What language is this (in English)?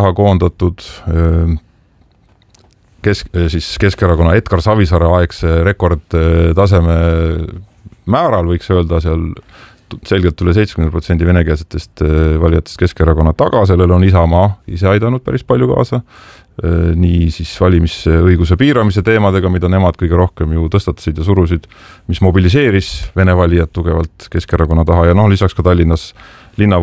Estonian